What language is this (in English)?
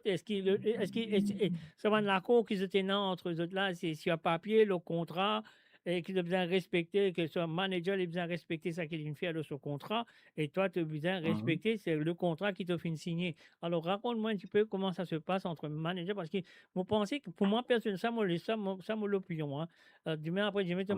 Morisyen